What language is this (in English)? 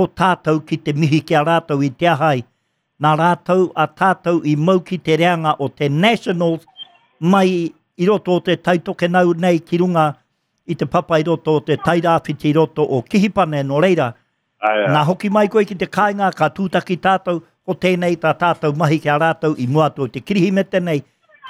Māori